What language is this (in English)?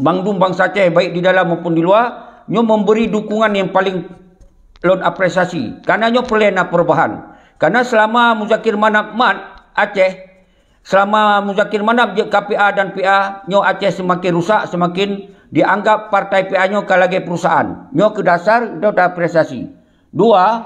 Achinese